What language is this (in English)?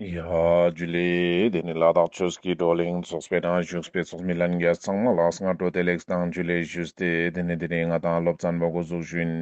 Ladakhi